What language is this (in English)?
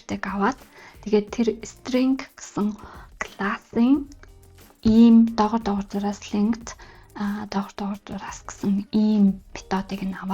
Mongolian